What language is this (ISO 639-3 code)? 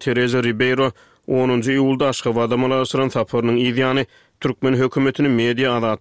tuk